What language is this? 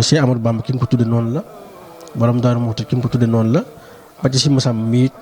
Wolof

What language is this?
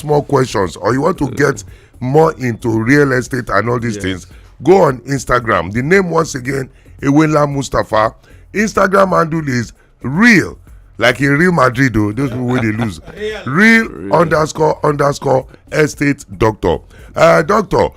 Nigerian Pidgin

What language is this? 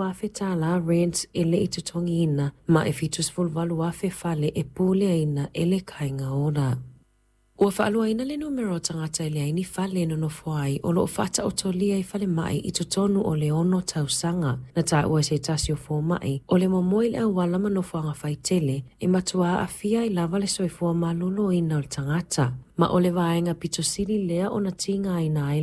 Samoan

